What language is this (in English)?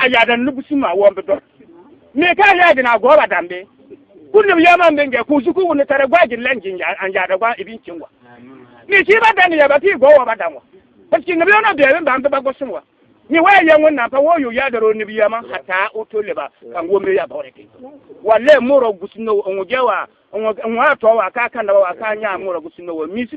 Bissa